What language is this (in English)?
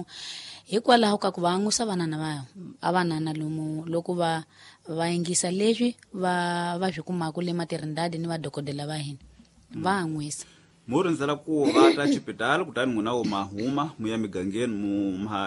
Tsonga